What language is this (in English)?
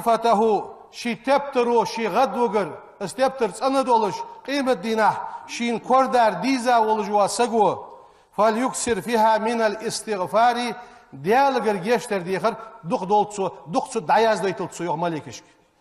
Ingush